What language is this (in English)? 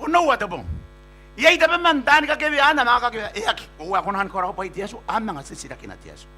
Gilbertese